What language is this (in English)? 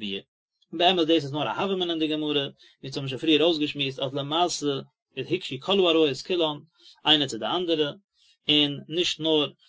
Yiddish